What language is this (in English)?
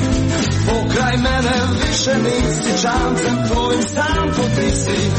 Croatian